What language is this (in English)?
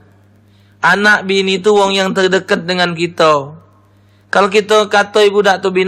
Musi